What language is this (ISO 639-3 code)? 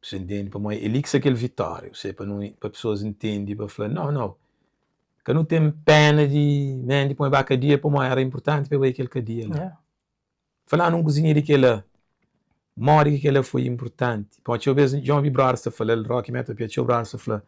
kea